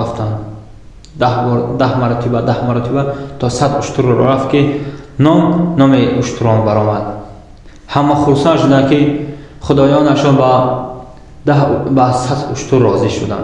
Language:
Tajik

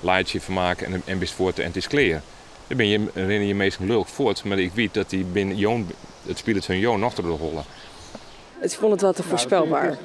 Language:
Western Frisian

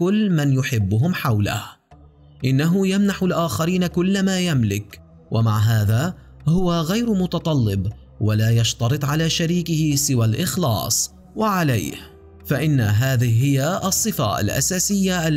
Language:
Arabic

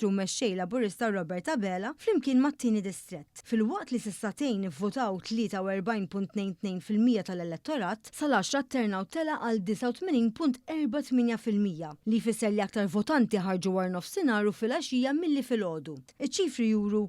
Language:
Maltese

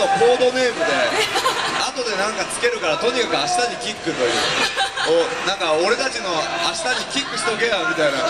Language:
Japanese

